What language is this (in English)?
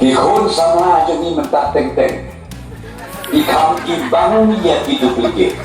Khasi